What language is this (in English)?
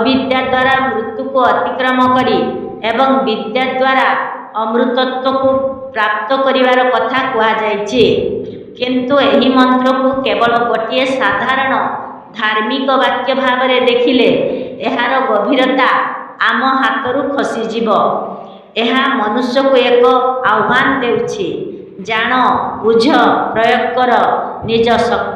Odia